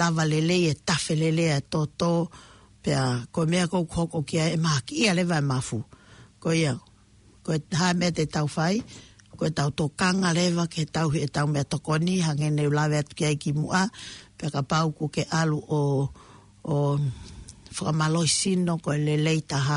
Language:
Tongan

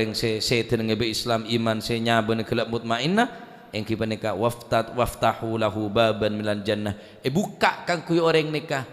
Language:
Madurese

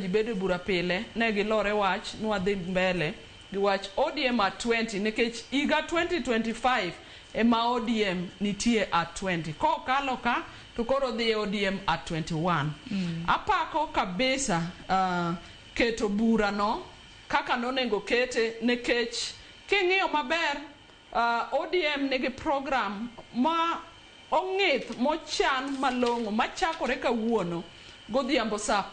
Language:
Luo (Kenya and Tanzania)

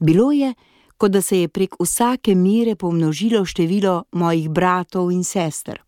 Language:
Slovenian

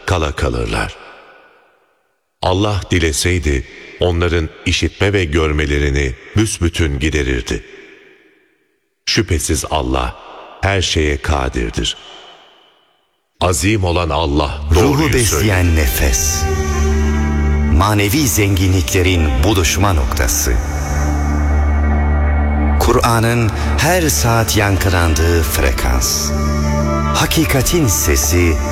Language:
Turkish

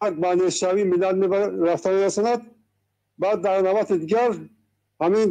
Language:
Tajik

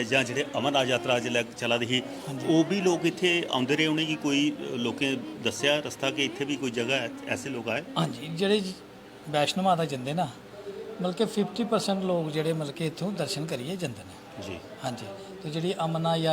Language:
Dogri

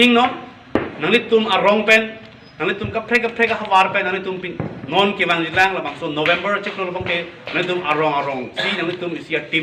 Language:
Karbi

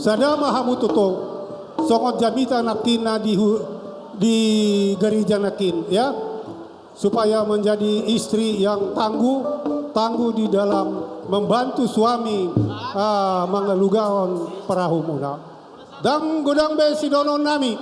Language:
Batak Toba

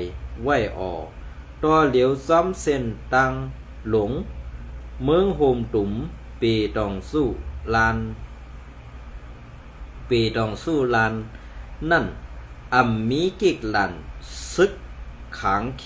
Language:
Shan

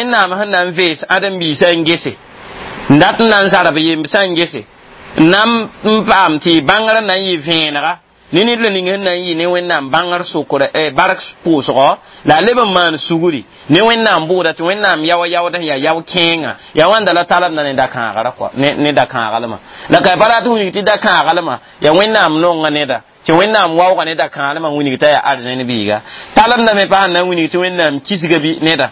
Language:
Mossi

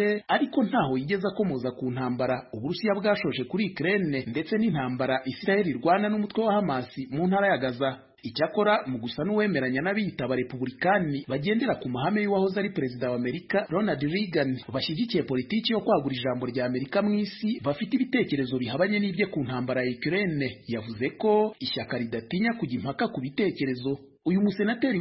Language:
Kinyarwanda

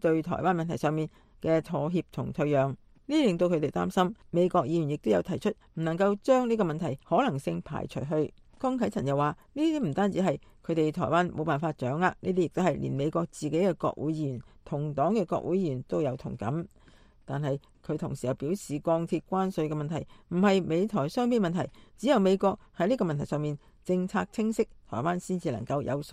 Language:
Cantonese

